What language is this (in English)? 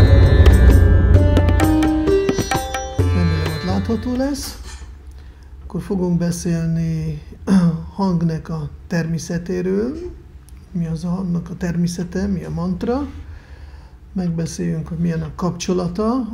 Hungarian